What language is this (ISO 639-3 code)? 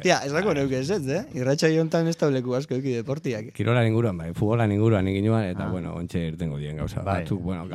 eus